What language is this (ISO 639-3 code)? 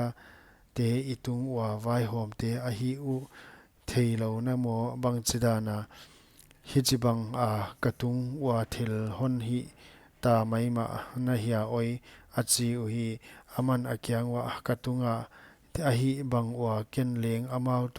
pck